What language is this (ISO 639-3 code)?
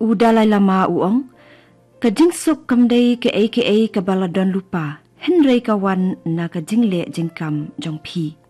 kha